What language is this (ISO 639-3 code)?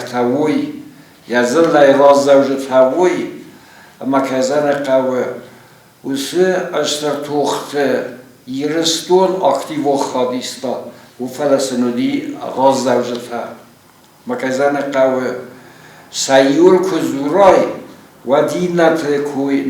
oss